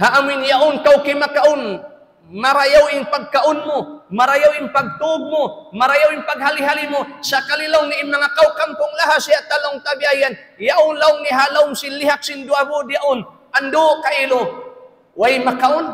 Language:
Tausug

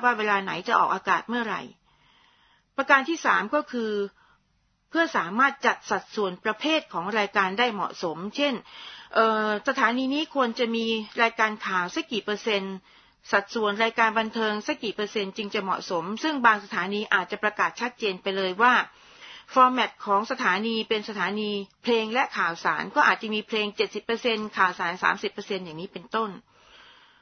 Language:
Thai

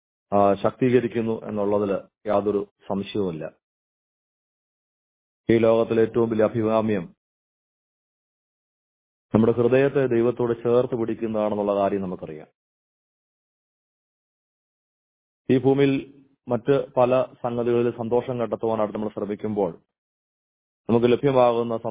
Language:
Malayalam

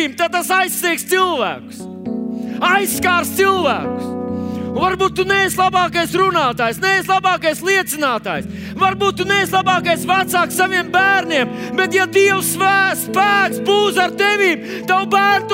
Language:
Latvian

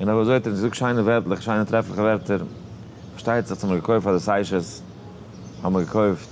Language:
Yiddish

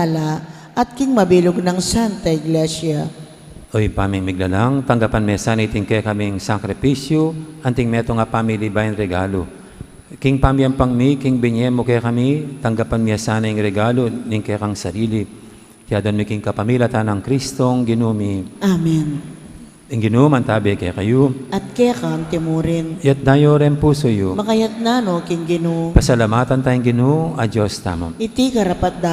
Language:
Pampanga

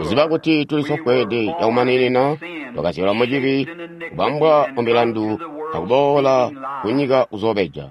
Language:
Tonga (Zambia)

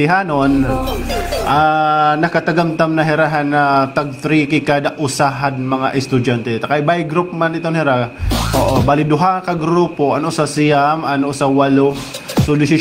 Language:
Waray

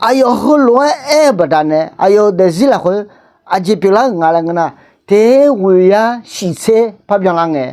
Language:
Akha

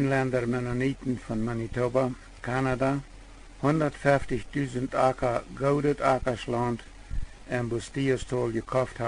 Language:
Plautdietsch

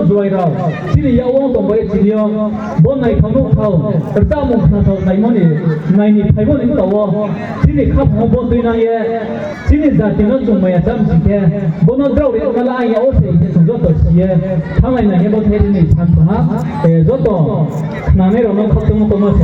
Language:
Riang (India)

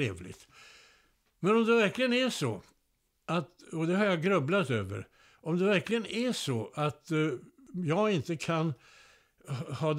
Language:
Swedish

